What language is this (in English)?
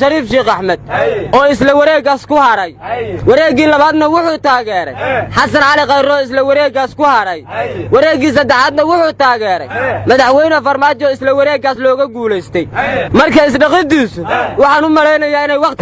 Somali